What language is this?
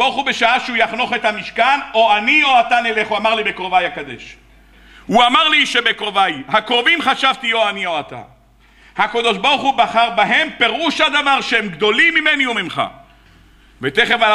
Hebrew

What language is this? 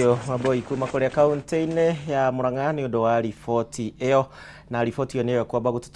Kikuyu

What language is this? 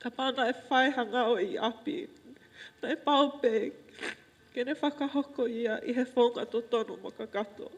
Tongan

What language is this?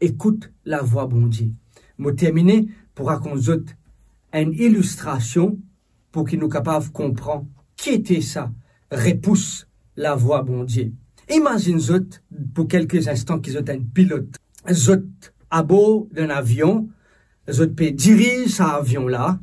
Morisyen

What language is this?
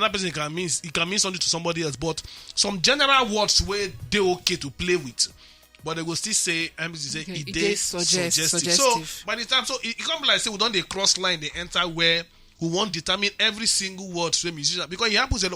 Nigerian Pidgin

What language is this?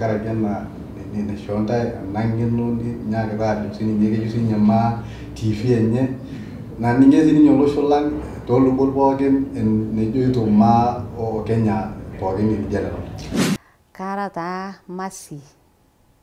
Masai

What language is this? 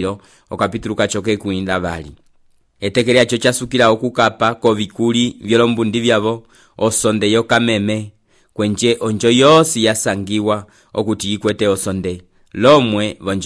Umbundu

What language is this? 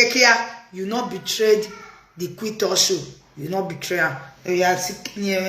Nigerian Pidgin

